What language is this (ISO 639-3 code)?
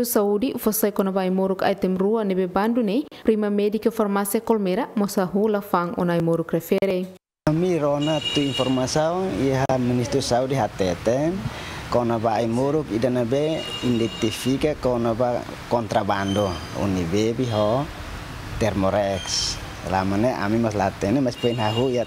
tet